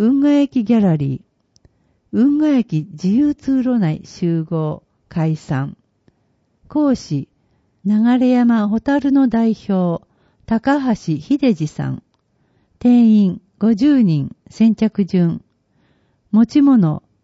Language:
Japanese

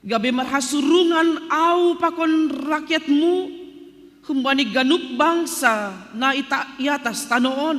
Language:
Batak Simalungun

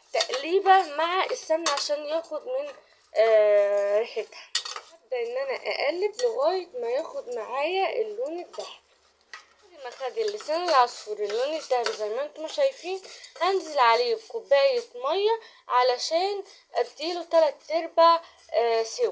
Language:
Egyptian Arabic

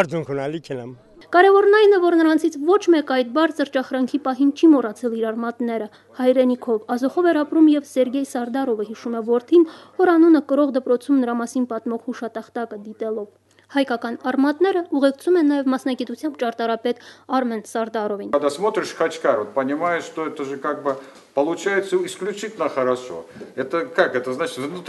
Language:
Armenian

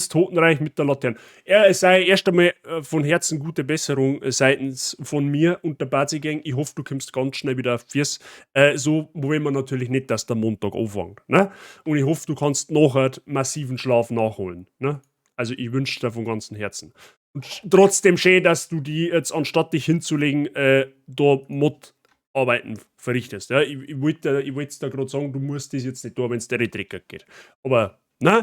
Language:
Bavarian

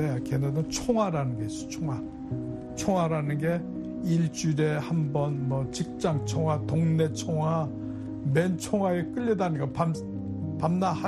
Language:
Korean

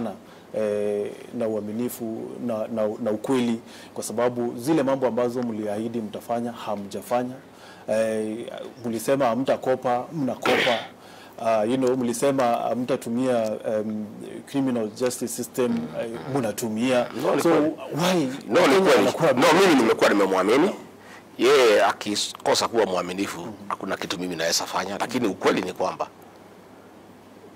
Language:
Swahili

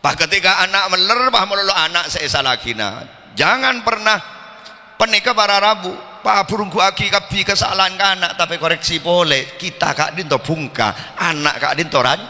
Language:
Madurese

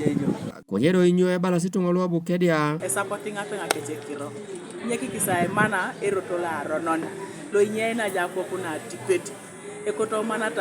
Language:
Teso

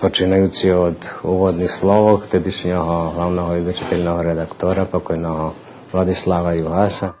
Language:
Rusyn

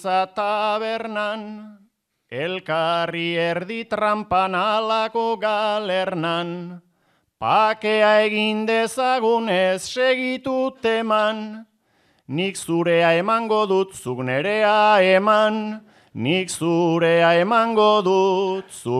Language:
Basque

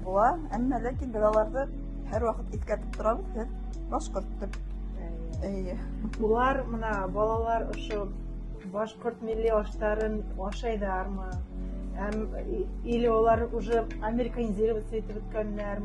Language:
Bashkir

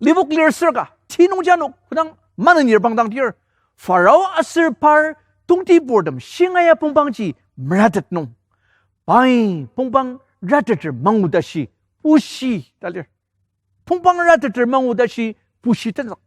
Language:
Ao Naga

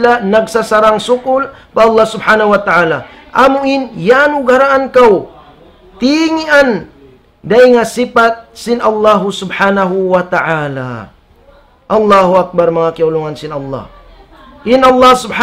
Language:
Tausug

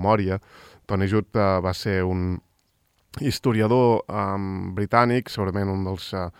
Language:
Catalan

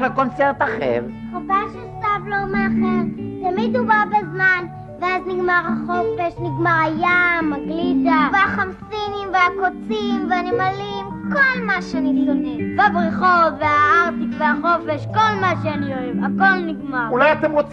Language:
Hebrew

